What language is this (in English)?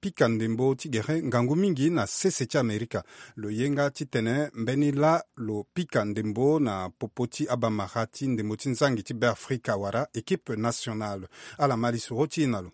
Sango